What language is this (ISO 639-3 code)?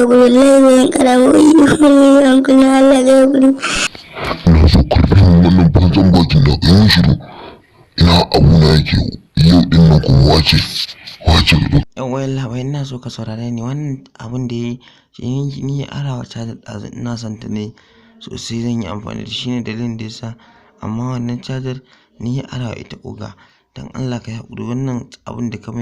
hau